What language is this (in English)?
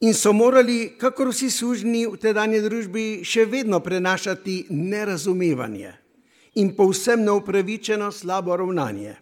Slovenian